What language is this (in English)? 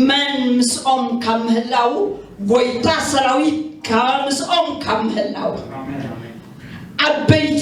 Tigrinya